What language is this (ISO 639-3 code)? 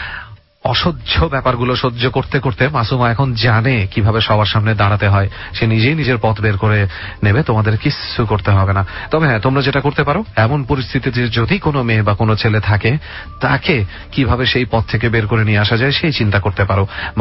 ben